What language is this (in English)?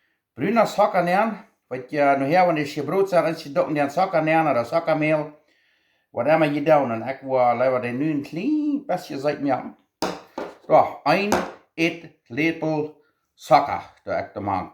Plautdietsch